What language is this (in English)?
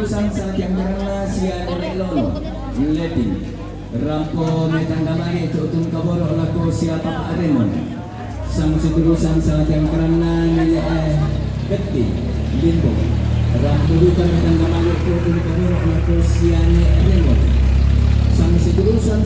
Toraja-Sa'dan